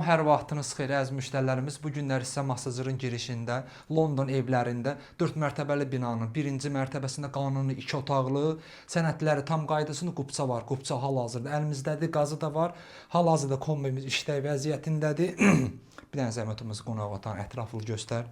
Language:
Azerbaijani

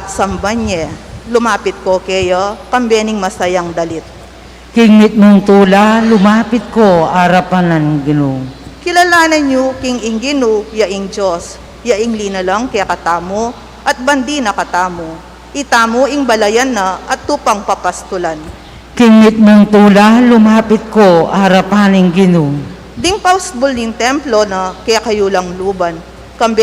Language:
Pampanga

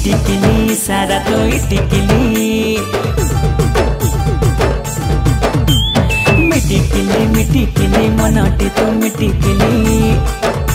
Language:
Hindi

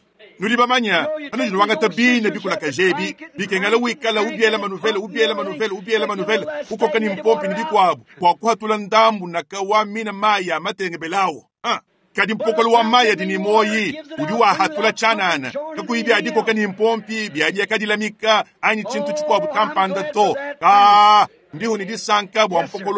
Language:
Luba-Lulua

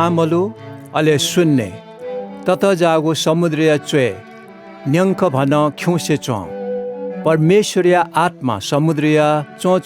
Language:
Newari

